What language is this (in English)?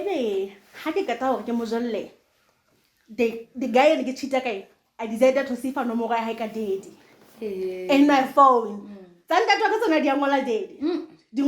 Southern Sotho